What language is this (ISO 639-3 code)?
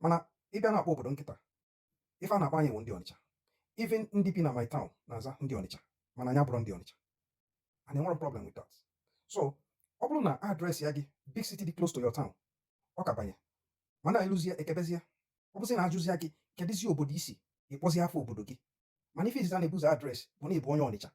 ibo